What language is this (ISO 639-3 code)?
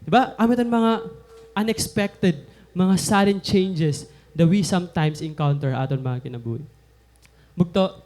war